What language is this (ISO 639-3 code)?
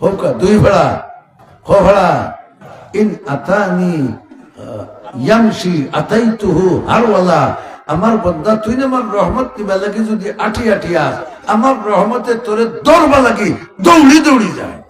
syl